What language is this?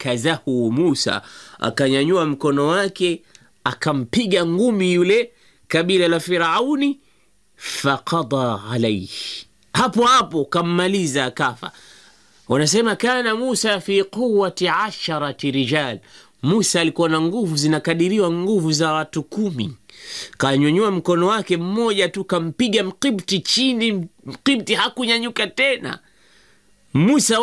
Swahili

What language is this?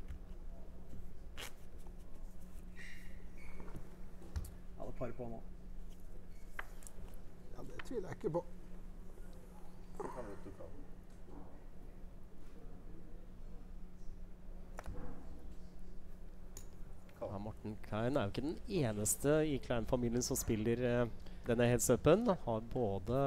Norwegian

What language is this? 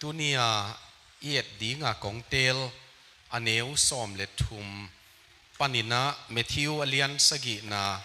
Tedim Chin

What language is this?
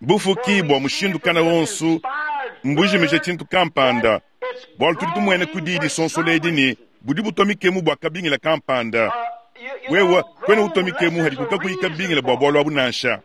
Luba-Lulua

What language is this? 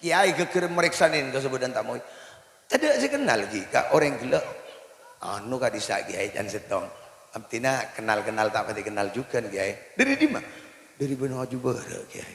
Madurese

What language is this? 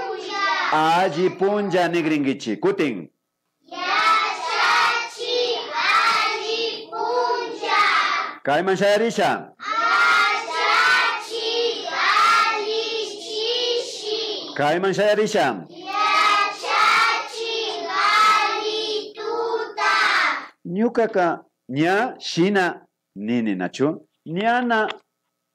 Imbabura Highland Quichua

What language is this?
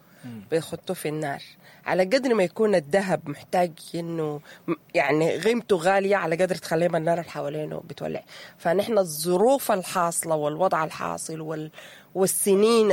Sudanese Arabic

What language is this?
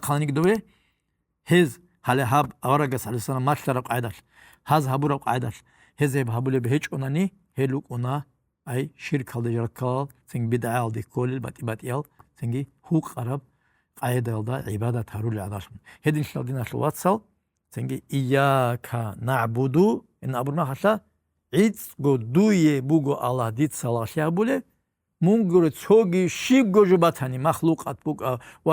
Avaric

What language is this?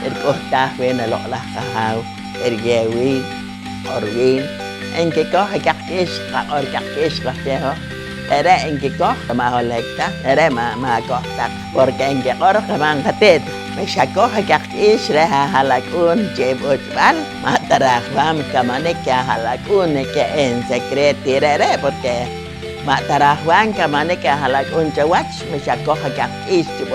Poqomchi'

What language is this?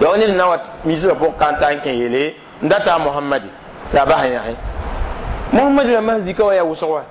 Mossi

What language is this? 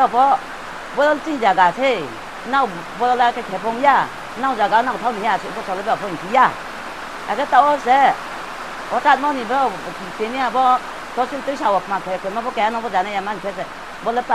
Riang (India)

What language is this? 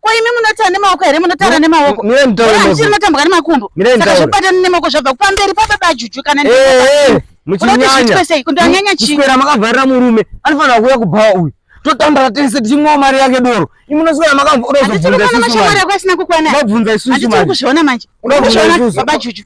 Shona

